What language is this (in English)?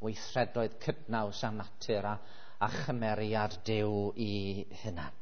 Welsh